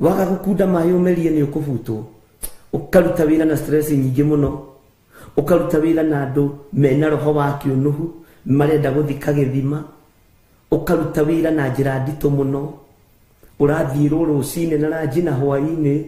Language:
Kikuyu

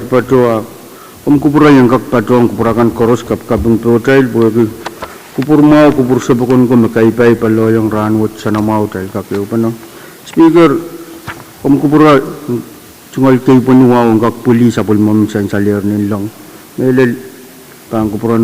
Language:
Pohnpeian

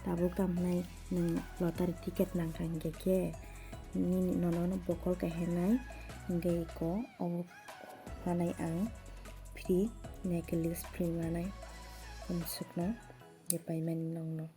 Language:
Kok Borok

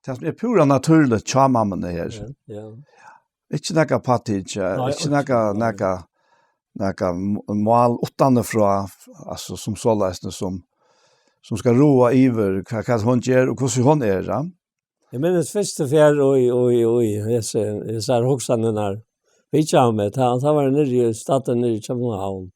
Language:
Faroese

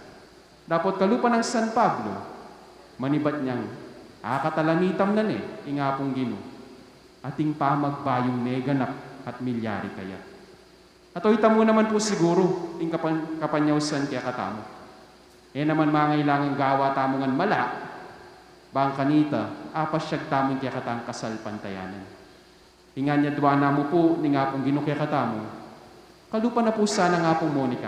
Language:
Pampanga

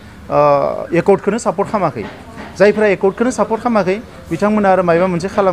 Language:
Bodo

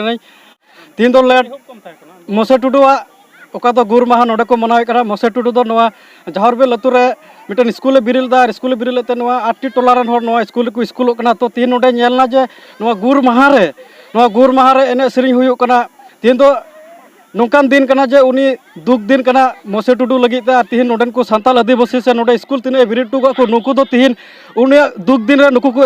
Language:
Santali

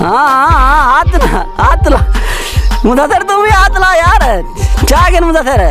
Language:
Saraiki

